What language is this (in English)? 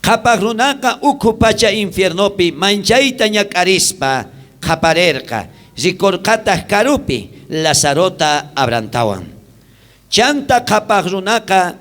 South Bolivian Quechua